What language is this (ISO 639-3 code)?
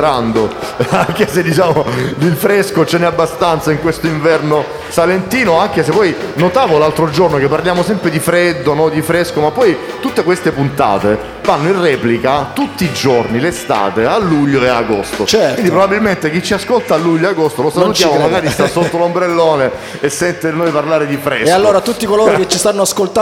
ita